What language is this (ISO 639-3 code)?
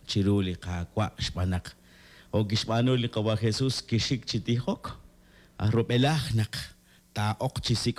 kek